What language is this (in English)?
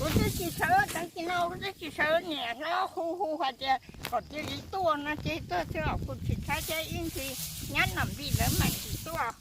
Hmong